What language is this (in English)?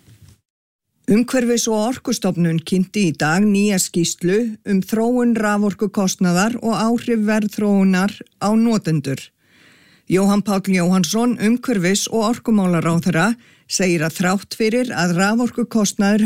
Icelandic